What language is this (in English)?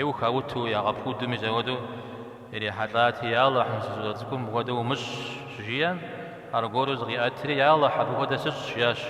Kabardian